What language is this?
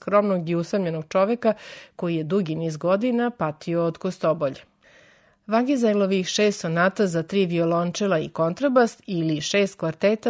Serbian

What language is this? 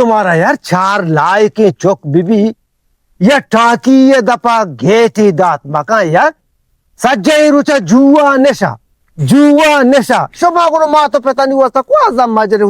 Baluchi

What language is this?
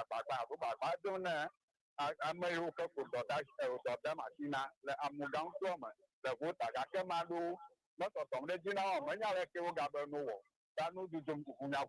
Ewe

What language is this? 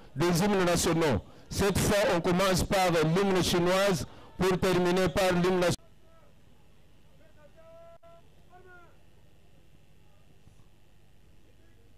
French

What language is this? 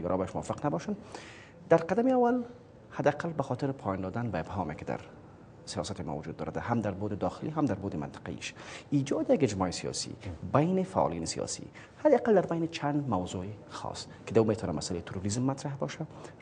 Persian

